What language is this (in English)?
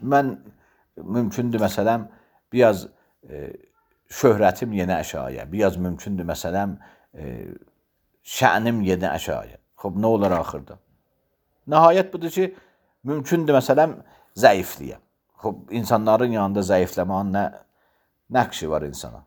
Azerbaijani